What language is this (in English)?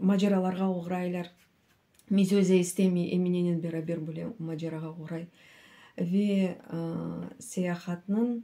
Crimean Tatar